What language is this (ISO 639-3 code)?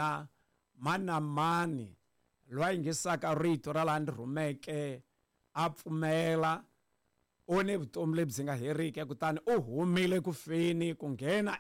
tso